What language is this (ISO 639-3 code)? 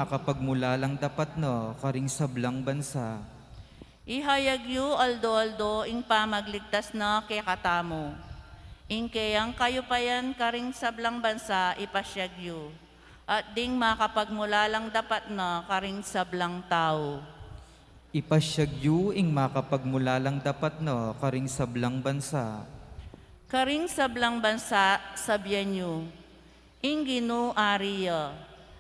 pam